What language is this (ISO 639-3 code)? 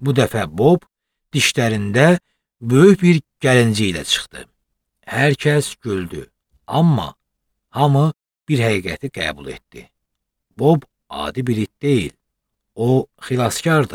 aze